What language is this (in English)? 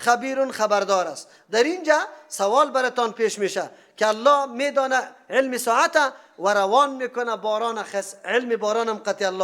Persian